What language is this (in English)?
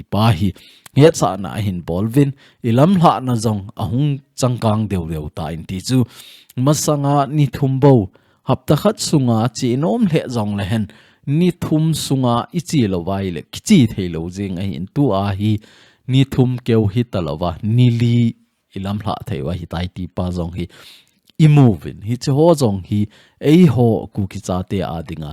Thado Chin